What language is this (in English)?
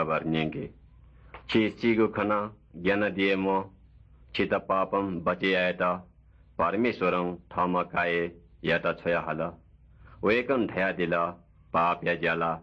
Newari